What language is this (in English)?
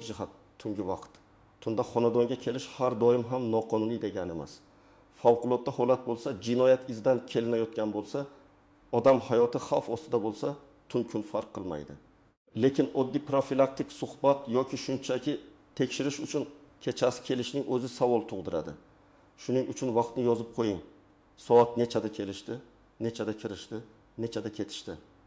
Uzbek